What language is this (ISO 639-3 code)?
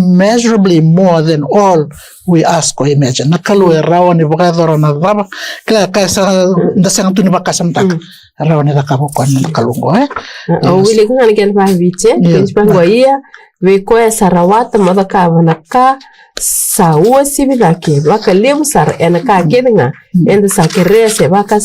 fij